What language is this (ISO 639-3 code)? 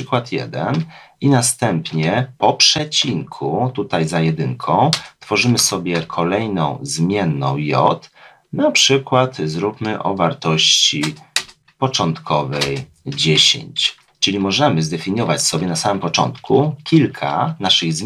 pol